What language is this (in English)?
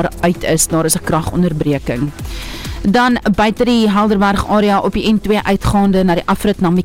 Afrikaans